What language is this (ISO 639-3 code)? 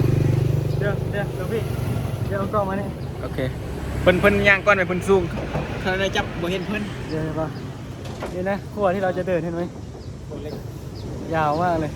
tts